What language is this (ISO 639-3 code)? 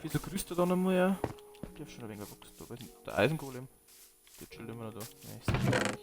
bar